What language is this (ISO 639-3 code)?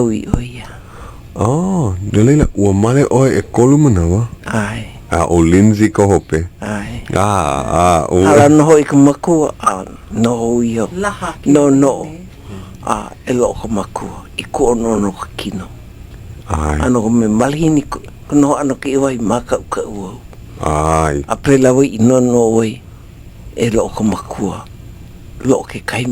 haw